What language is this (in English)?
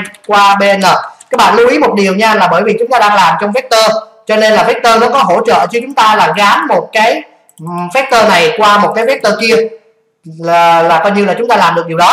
Vietnamese